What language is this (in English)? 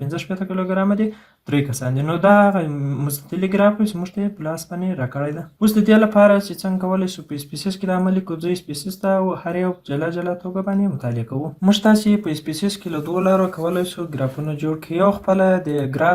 Pashto